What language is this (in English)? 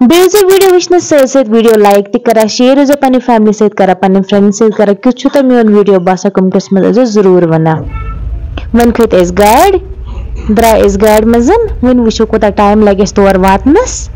Kashmiri